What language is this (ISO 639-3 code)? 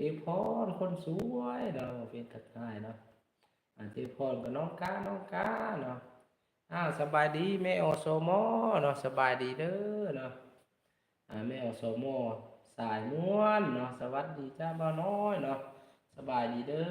lao